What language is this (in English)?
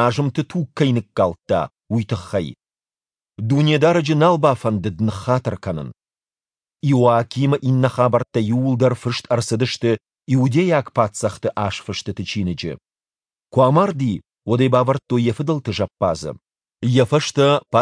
Ossetic